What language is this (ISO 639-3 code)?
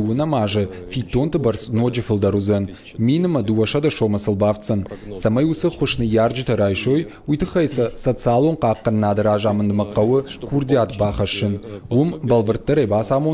oss